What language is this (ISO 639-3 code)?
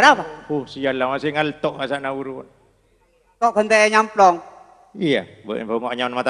mad